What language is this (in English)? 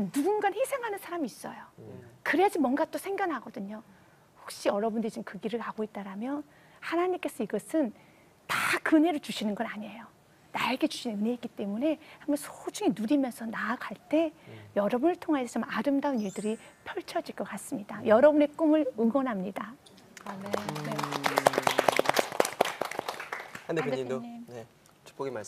Korean